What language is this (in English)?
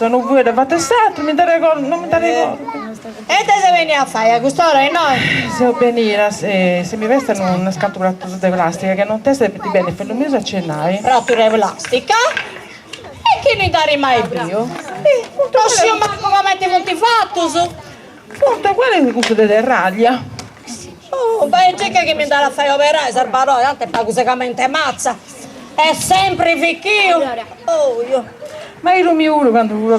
Sardinian